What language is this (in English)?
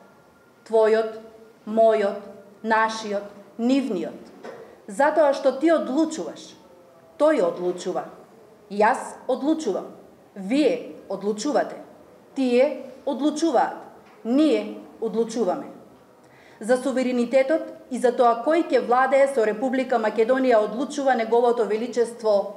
Macedonian